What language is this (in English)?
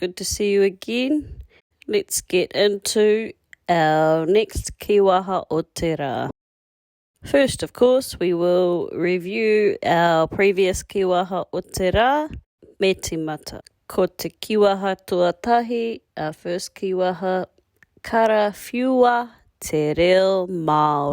Māori